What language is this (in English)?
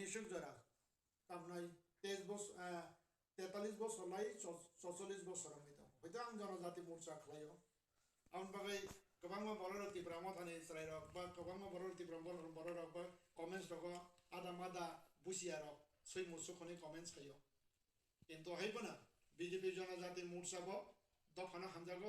Kok Borok